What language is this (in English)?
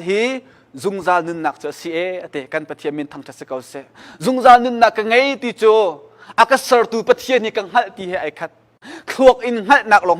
Hakha Chin